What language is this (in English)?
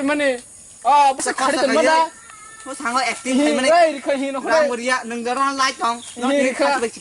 Kok Borok